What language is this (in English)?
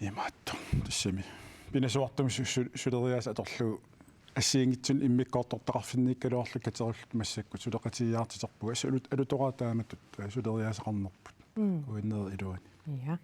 Kalaallisut